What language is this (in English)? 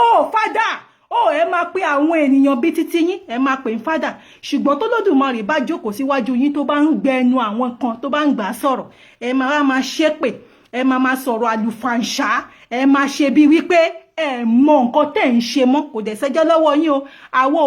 Yoruba